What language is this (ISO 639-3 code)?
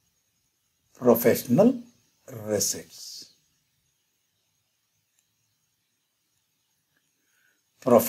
kan